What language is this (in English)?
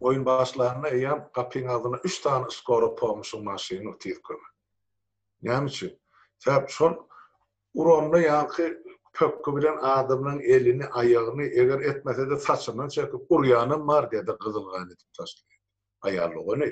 Turkmen